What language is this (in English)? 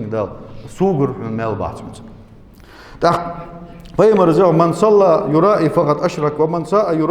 Ingush